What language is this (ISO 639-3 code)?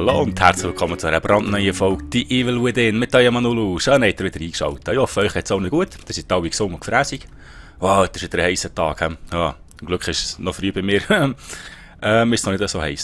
gsw